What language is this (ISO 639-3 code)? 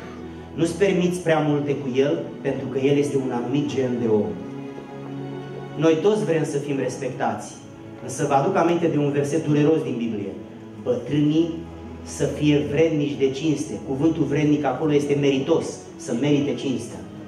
ron